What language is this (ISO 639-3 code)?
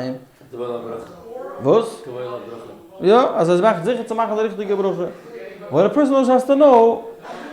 yid